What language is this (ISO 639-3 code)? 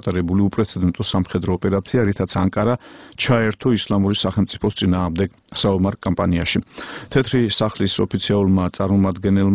kat